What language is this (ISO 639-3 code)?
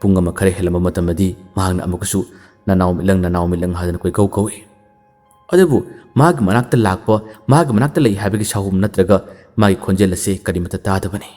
mni